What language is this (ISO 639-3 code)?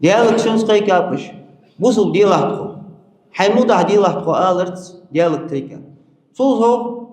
inh